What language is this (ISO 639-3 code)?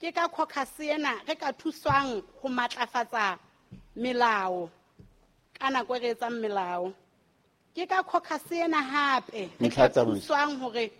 sot